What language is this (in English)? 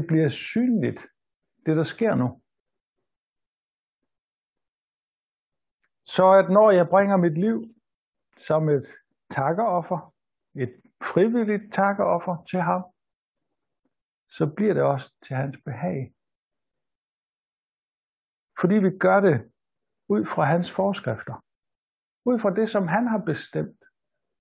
Danish